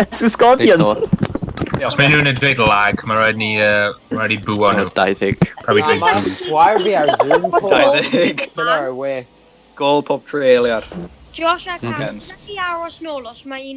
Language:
Welsh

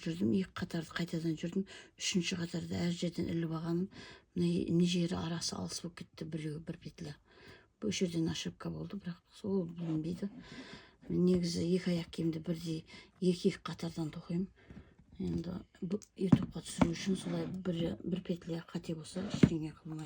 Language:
Kazakh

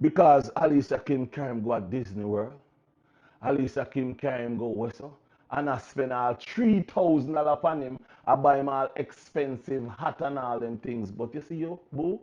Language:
Jamaican Creole English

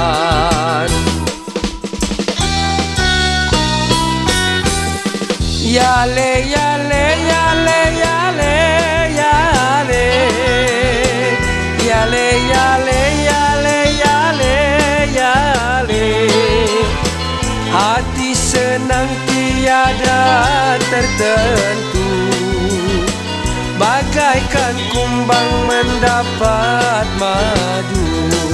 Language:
Malay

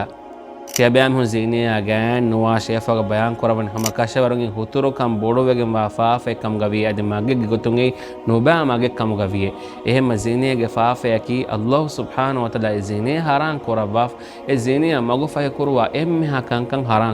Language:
Divehi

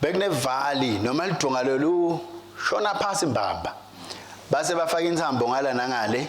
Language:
Swati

